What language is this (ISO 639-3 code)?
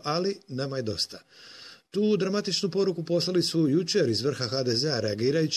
hrv